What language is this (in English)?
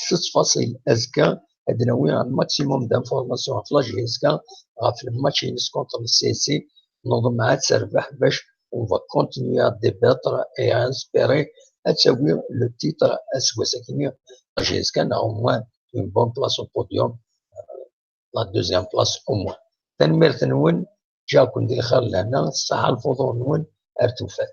Kabyle